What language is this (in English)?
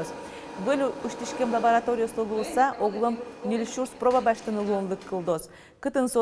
Udmurt